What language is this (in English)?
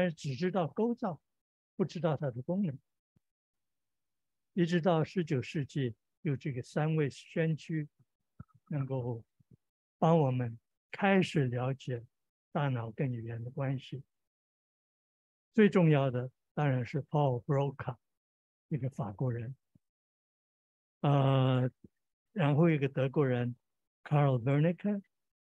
Chinese